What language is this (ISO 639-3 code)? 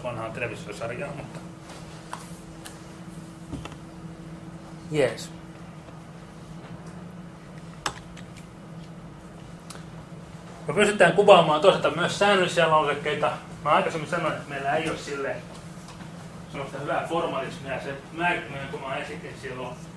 fin